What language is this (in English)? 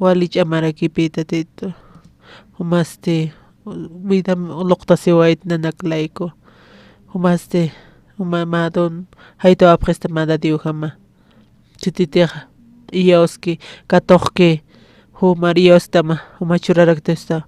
Aymara